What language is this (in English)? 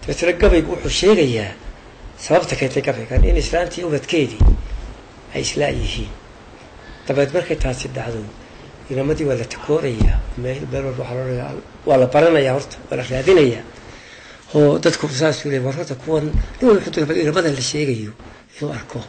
Somali